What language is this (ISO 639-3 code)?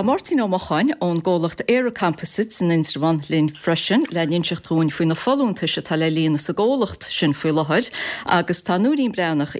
gle